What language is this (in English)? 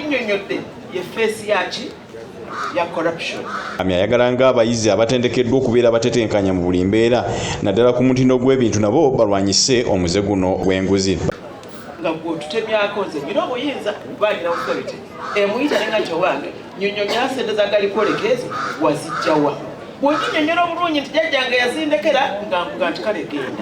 Ganda